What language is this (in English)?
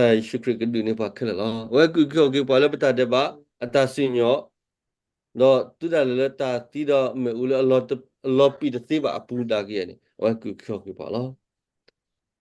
S'gaw Karen